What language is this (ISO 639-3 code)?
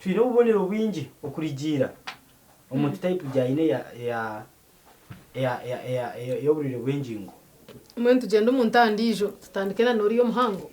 nyn